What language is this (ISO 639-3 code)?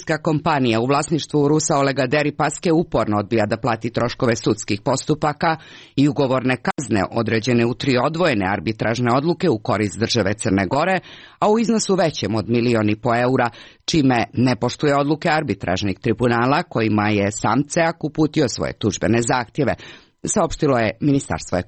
srp